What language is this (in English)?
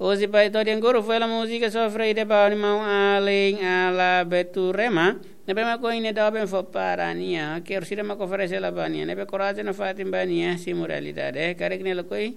Tetum